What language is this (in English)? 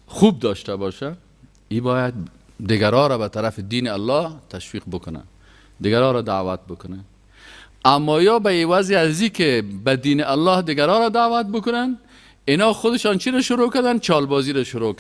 Persian